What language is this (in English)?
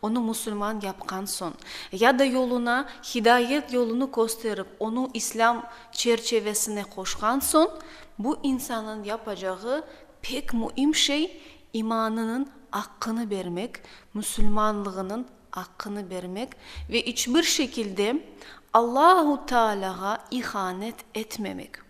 Crimean Tatar